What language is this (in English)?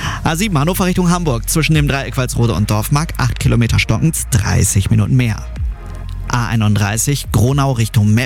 German